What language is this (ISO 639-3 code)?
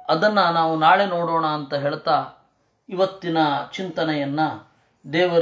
kan